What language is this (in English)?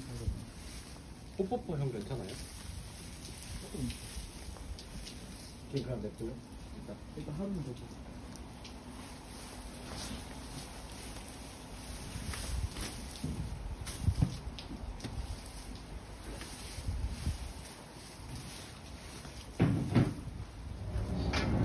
Korean